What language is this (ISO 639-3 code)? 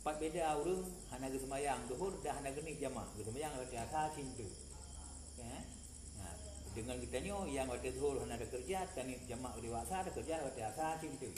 ace